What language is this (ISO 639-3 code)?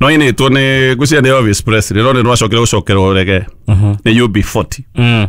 kik